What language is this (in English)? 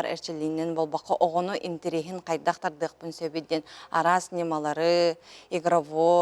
Yakut